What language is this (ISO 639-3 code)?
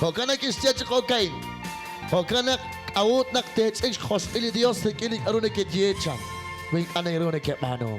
kek